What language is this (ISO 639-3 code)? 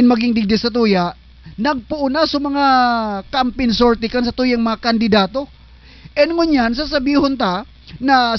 bln